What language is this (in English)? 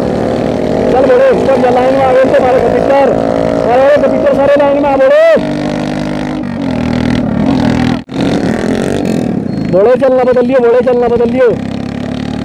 Hindi